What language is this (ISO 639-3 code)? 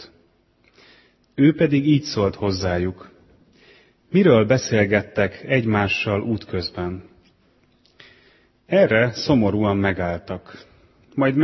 hun